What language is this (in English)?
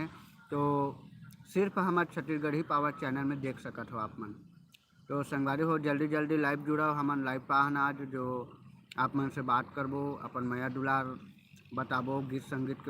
Chhattisgarhi